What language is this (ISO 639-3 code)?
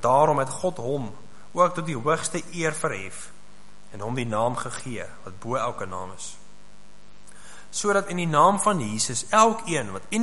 afr